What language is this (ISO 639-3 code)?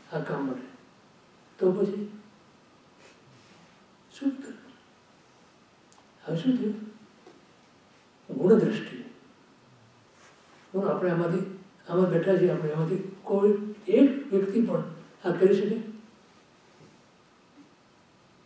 guj